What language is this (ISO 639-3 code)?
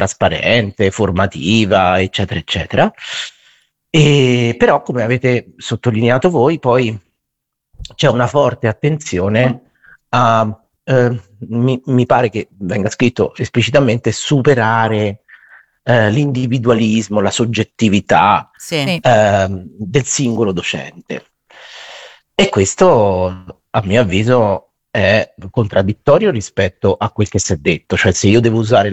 ita